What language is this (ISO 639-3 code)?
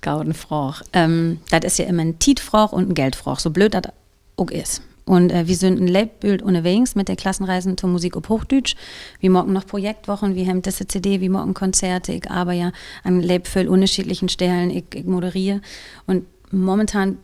nds